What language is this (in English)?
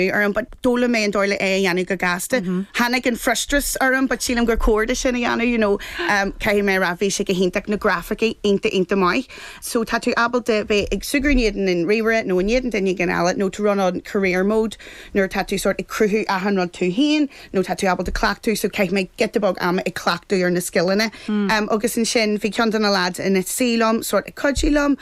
Irish